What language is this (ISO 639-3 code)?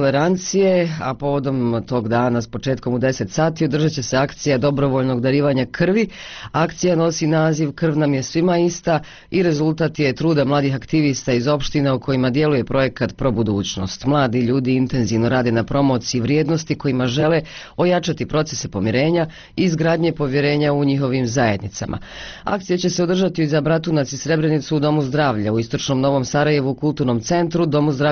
bos